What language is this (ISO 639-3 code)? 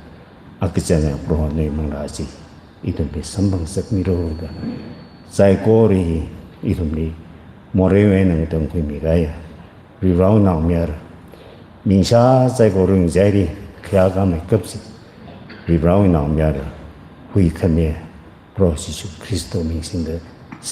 nmf